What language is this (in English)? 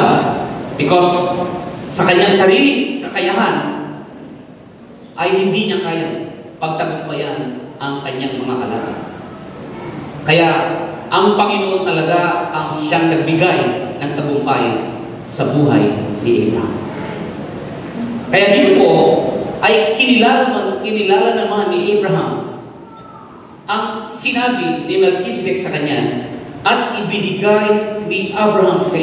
Filipino